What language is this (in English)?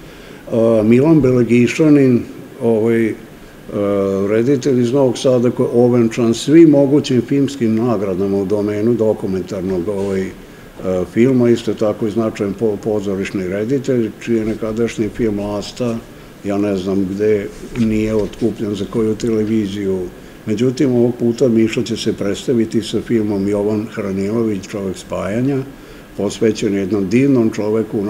Serbian